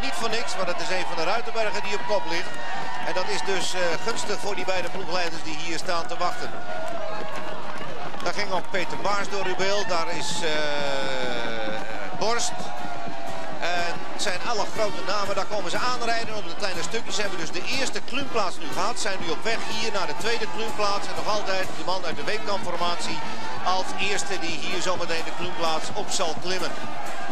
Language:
Dutch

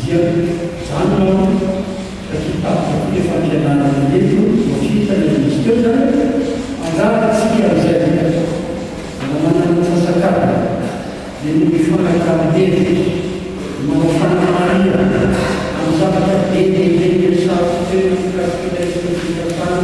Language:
Malagasy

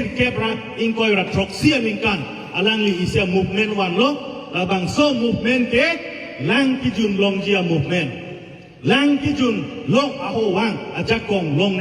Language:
Karbi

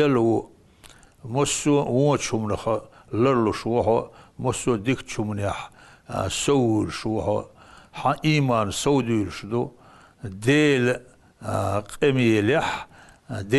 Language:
Chechen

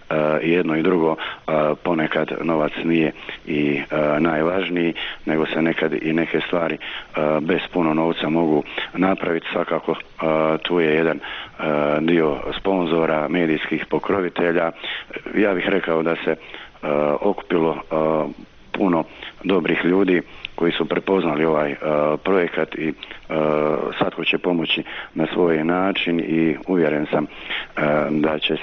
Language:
Croatian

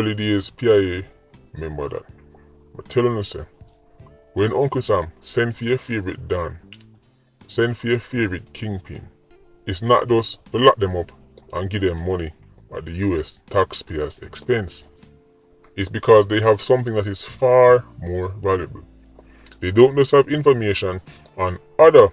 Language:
Jamaican Creole English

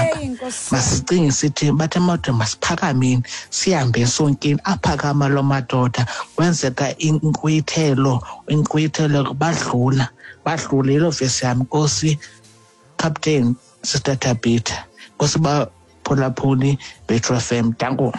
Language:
Xhosa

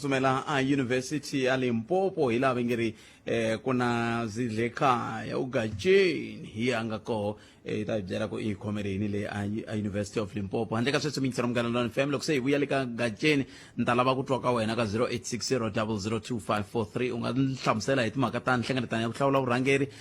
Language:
Tsonga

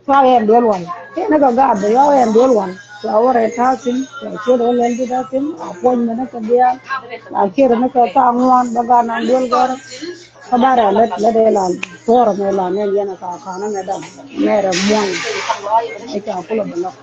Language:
Nuer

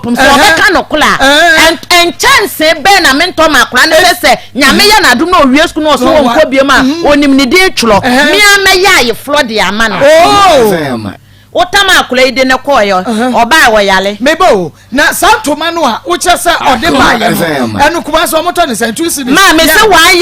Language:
Akan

